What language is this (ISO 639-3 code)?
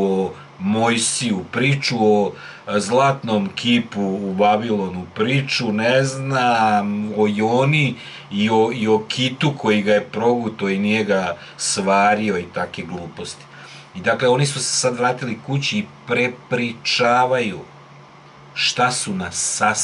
srp